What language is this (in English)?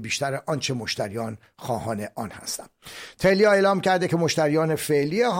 Persian